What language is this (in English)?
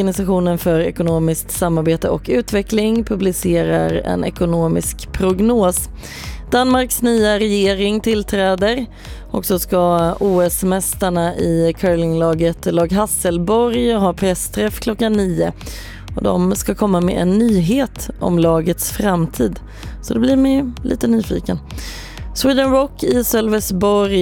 Swedish